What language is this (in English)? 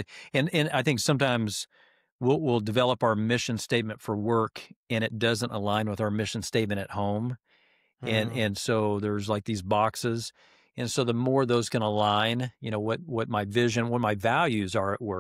English